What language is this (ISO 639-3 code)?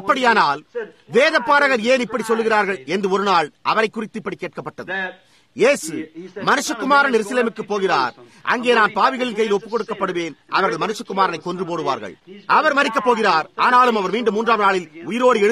tam